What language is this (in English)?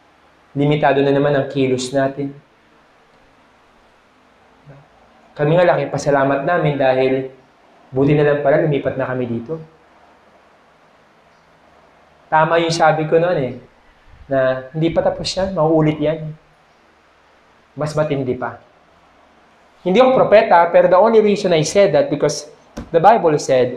Filipino